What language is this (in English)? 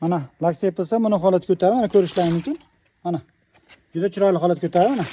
Uzbek